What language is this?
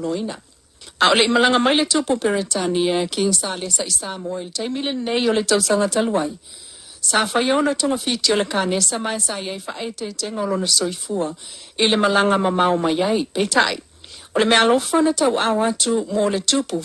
Samoan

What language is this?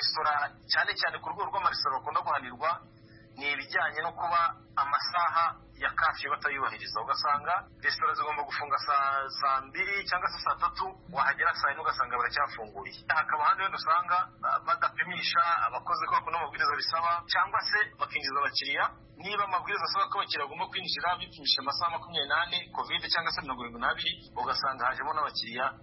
Kinyarwanda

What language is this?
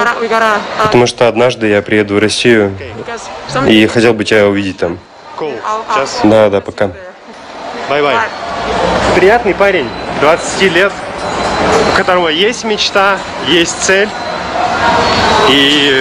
Russian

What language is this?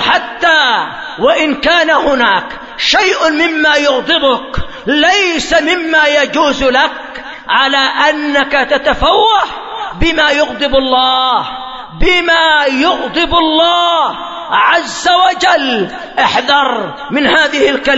Arabic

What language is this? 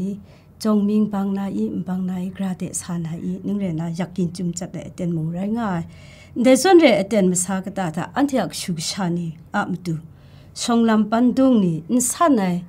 Kachin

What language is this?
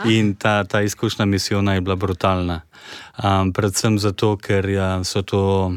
Slovenian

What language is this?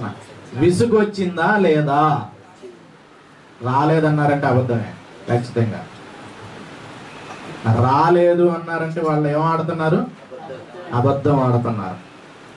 Telugu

